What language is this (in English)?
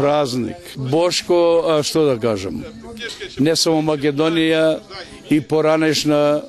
Macedonian